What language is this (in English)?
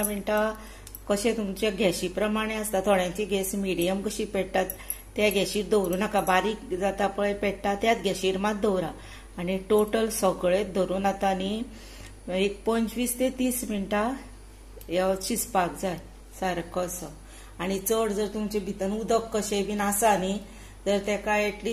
Konkani